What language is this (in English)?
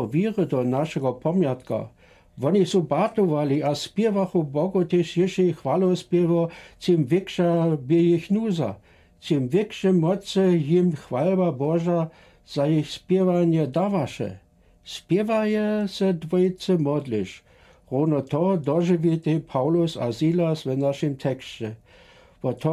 Lower Sorbian